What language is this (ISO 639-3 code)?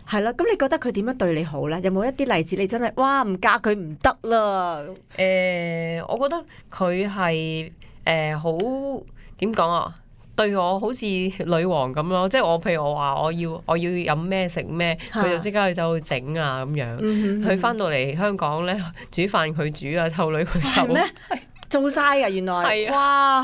yue